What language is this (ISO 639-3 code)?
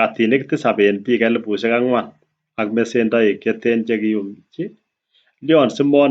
kln